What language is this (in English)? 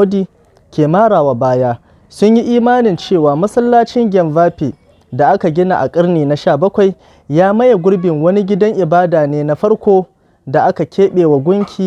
Hausa